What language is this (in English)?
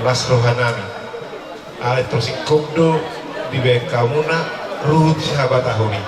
Batak Toba